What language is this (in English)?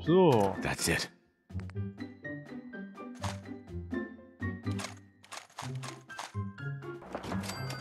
Korean